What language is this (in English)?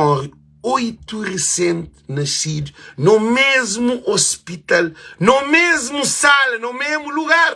Kabuverdianu